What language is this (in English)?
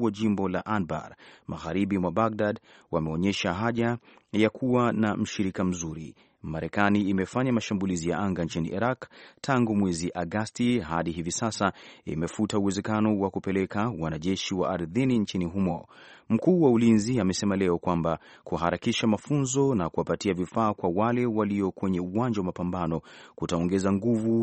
Swahili